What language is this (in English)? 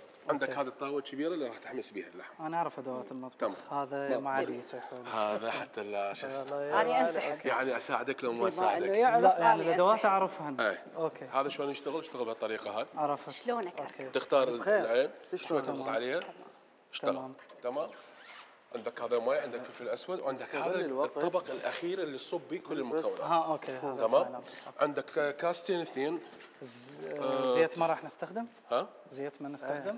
Mesopotamian Arabic